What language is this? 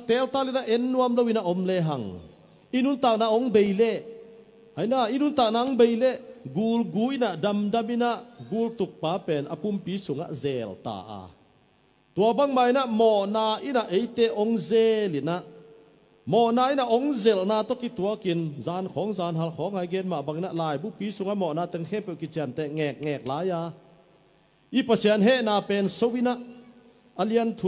Tedim Chin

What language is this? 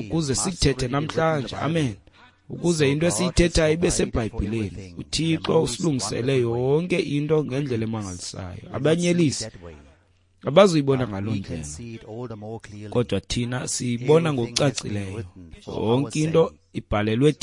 Xhosa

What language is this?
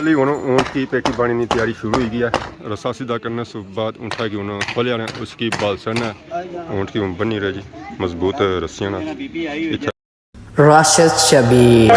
Pahari-Potwari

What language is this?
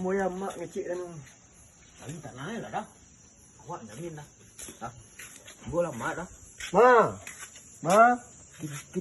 Minangkabau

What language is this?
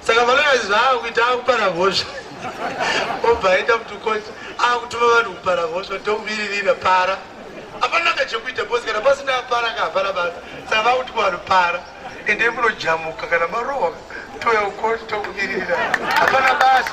Shona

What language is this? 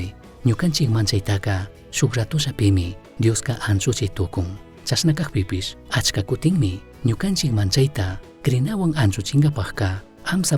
Chimborazo Highland Quichua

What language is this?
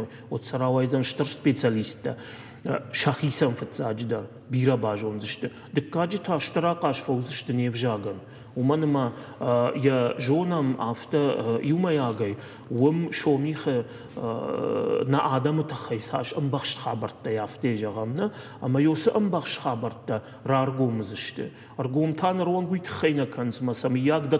Ossetic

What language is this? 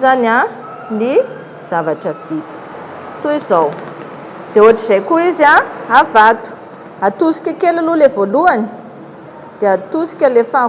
Malagasy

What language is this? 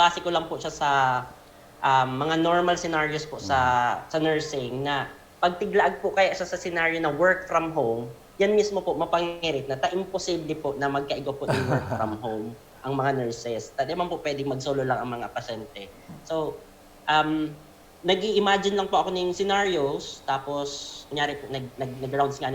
Bikol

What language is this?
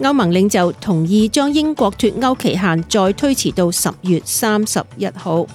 Cantonese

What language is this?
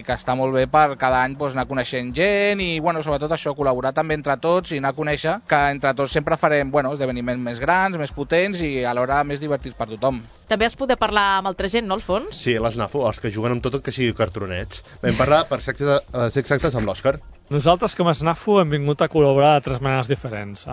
Catalan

